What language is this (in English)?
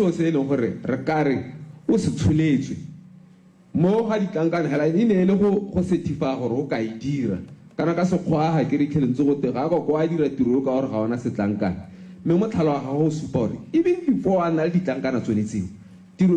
Tswana